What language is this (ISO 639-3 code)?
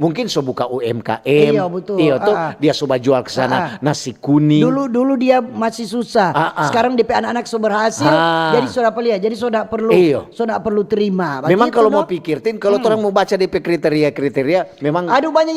xmm